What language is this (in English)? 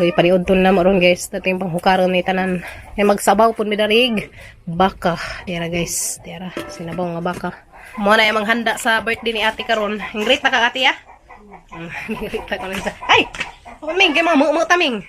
Cebuano